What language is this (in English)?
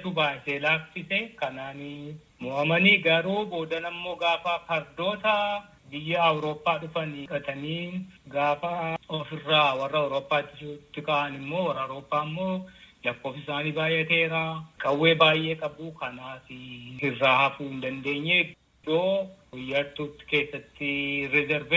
Oromo